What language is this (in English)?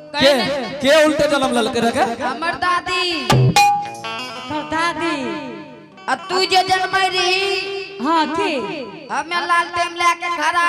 Angika